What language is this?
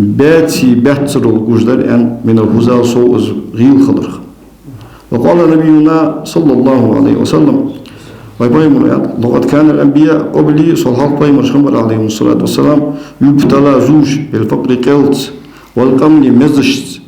Ingush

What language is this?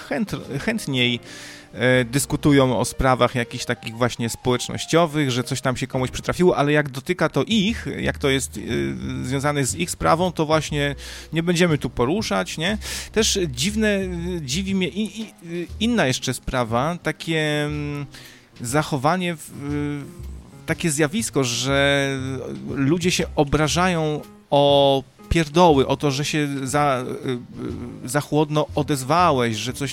Polish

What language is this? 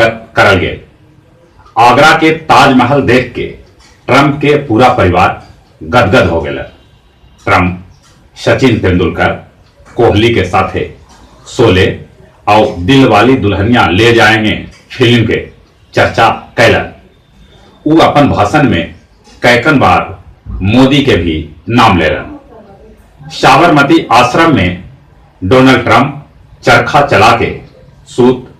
Magahi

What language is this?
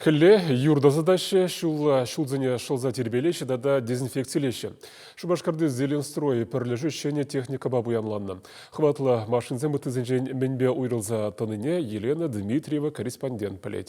Chuvash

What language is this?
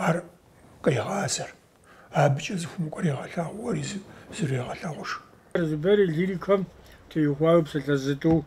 Kabardian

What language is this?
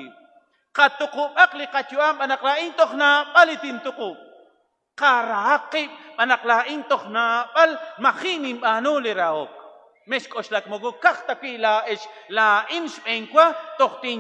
Kekchí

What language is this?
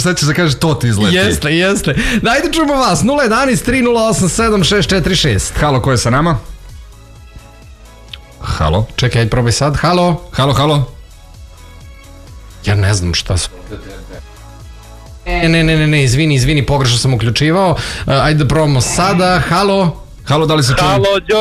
Serbian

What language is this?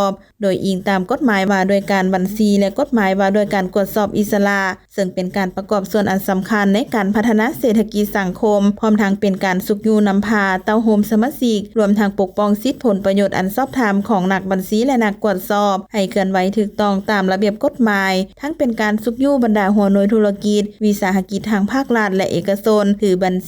Lao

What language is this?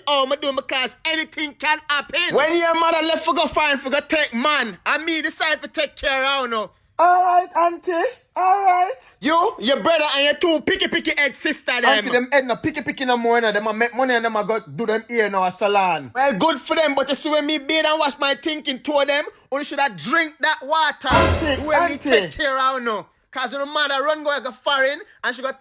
Jamaican Creole English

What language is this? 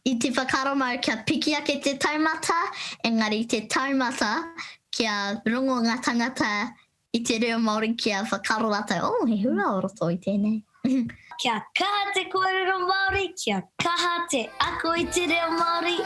Māori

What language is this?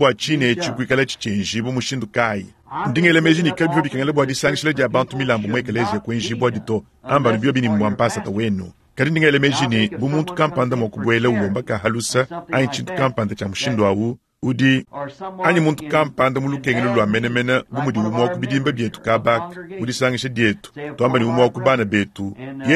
Luba-Lulua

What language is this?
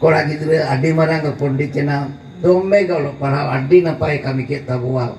Santali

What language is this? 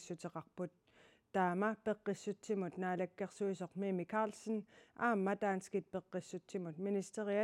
Kalaallisut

